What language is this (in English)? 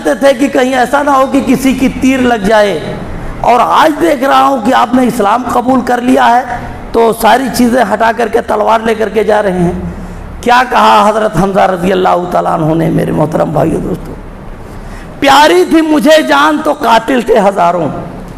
Urdu